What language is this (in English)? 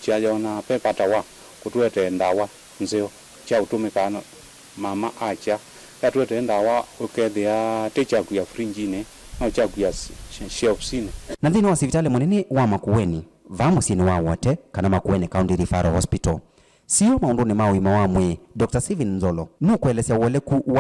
Kamba